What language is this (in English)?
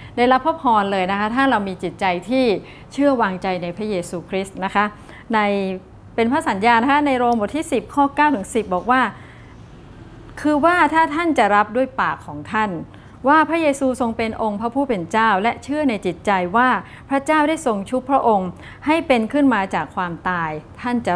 Thai